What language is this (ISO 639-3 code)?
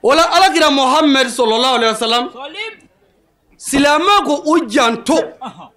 bam